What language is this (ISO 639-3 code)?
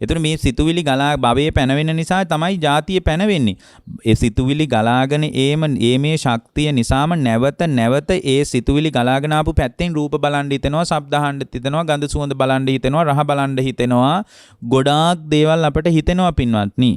sin